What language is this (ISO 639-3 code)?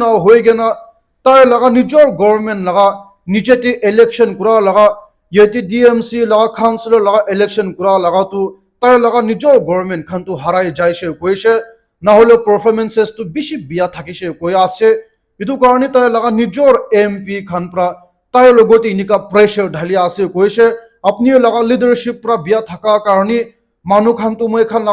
nag